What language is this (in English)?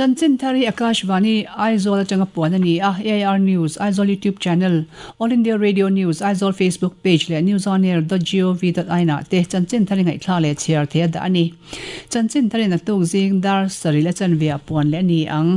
Mizo